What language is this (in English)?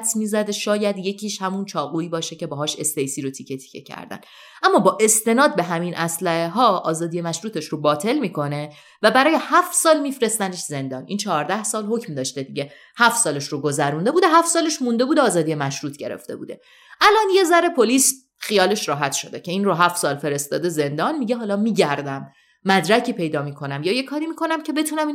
Persian